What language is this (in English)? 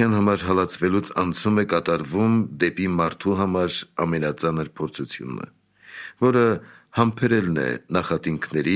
Armenian